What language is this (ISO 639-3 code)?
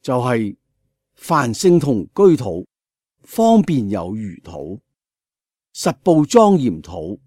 yue